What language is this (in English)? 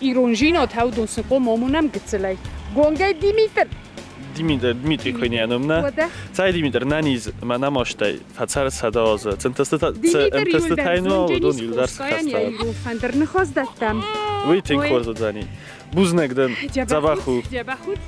Ossetic